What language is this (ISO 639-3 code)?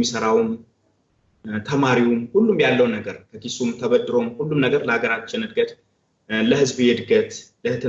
amh